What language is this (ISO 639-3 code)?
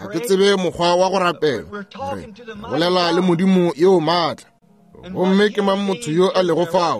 nso